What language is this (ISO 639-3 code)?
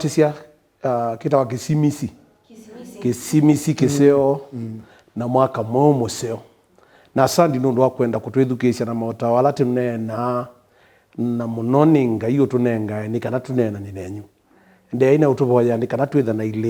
kam